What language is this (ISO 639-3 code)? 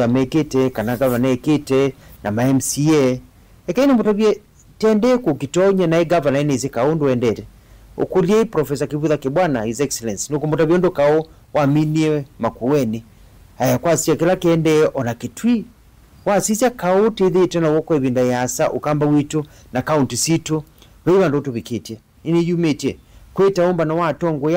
kam